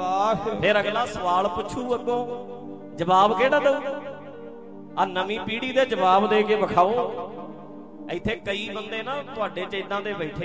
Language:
Punjabi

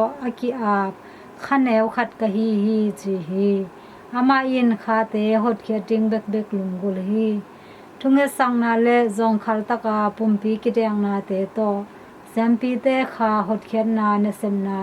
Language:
Tedim Chin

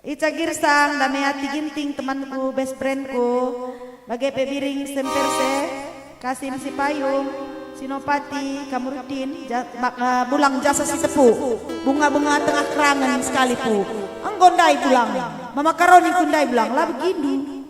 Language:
Batak Karo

